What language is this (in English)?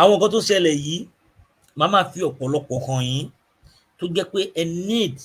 Yoruba